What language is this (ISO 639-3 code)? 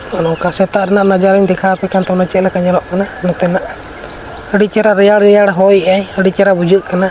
sat